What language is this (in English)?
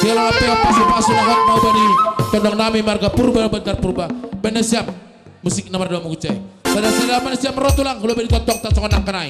Batak Simalungun